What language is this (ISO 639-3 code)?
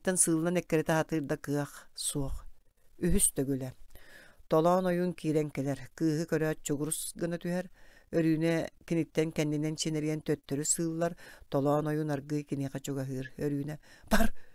sah